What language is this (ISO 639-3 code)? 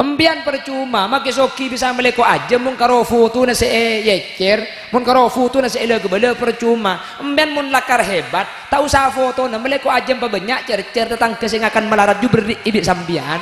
mad